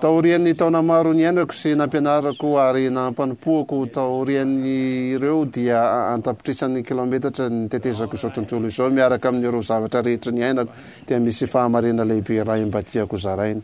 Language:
Malagasy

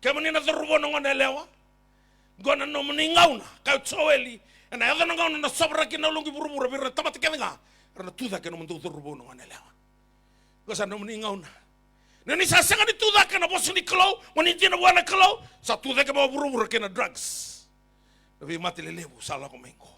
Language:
Fijian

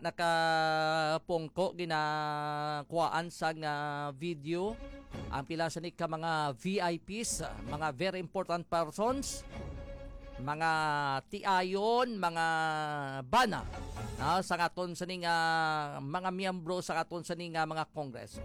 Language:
Hiligaynon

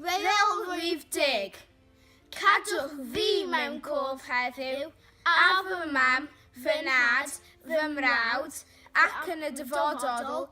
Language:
Welsh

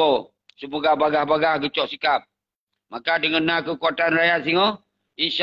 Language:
Achinese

